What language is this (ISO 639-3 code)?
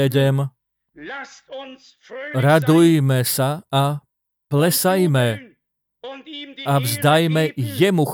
slk